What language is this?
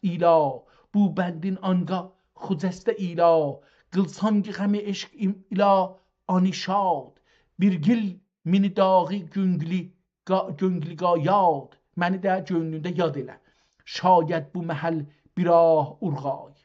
South Azerbaijani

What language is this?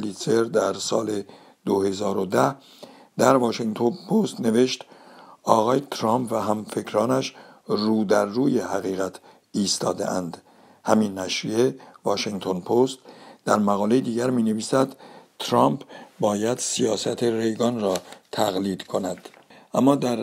Persian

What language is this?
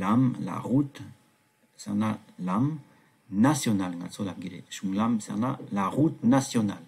Tibetan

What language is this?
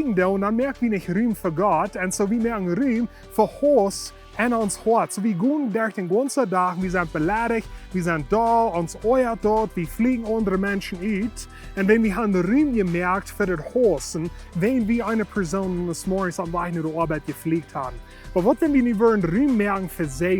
Plautdietsch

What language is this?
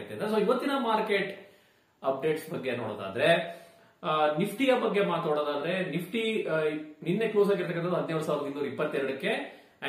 Kannada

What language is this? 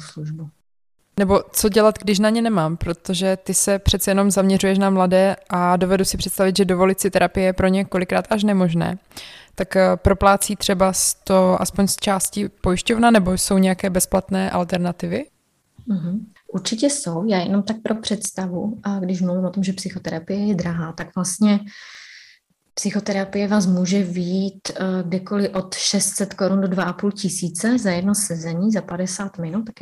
Czech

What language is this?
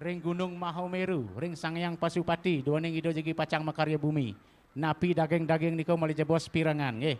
Balinese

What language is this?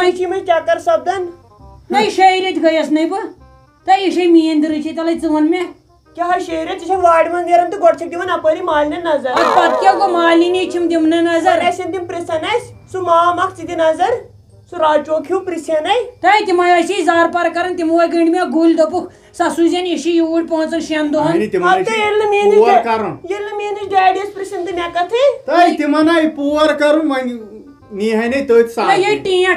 Kashmiri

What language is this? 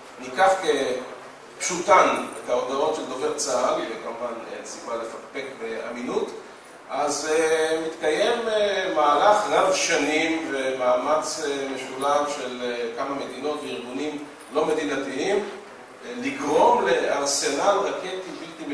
Hebrew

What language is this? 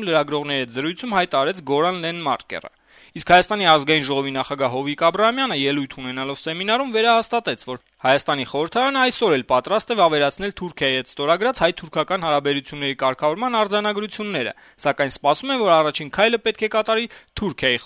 Armenian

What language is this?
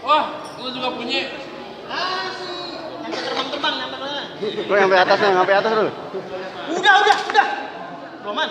Betawi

